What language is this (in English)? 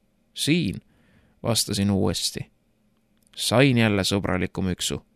Estonian